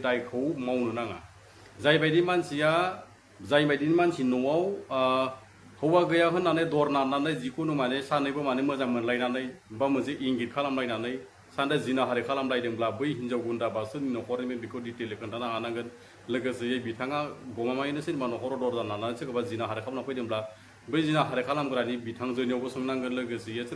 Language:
Bodo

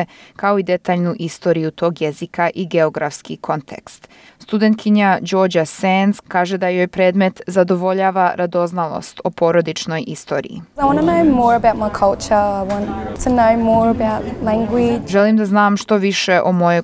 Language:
Croatian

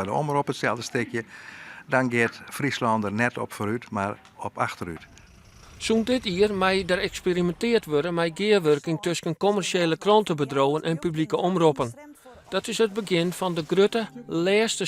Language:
Western Frisian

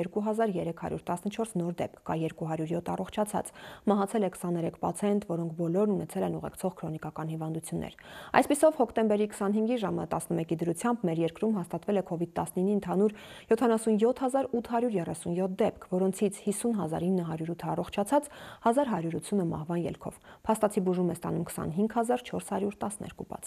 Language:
Armenian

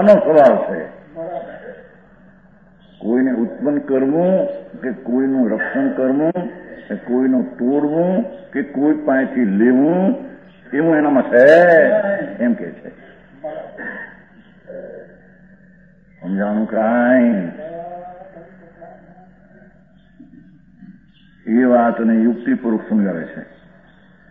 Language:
Gujarati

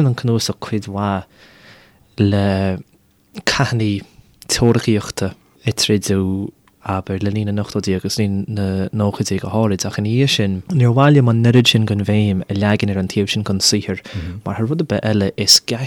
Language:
Irish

